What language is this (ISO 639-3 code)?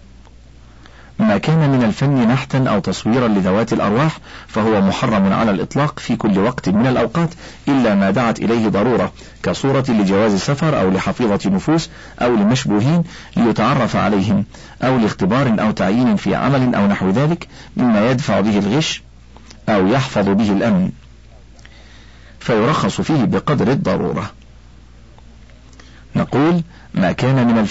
ara